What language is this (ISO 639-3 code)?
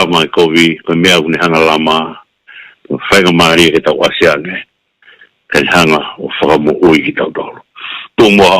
ton